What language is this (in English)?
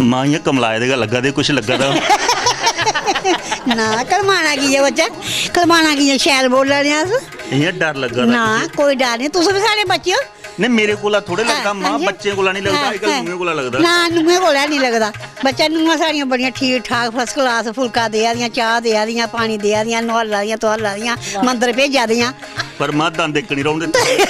Dogri